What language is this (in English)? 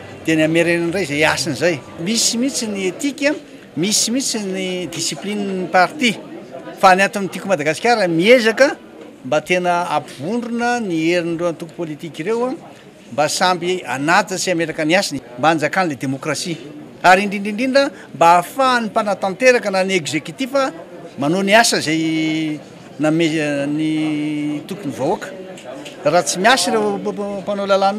Malagasy